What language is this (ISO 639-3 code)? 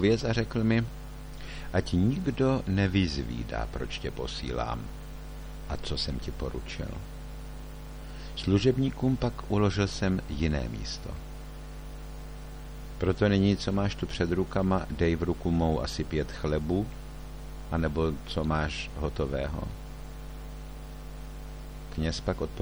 ces